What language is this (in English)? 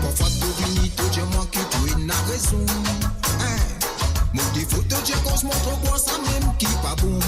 Morisyen